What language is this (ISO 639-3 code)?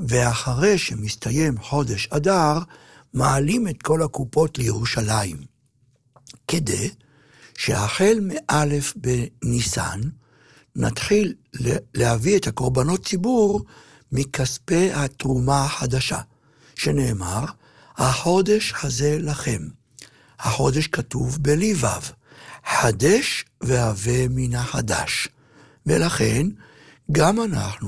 heb